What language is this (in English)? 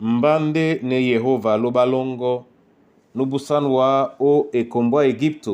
Duala